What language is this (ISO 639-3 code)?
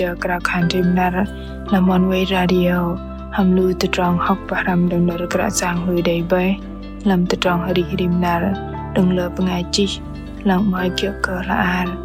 bdq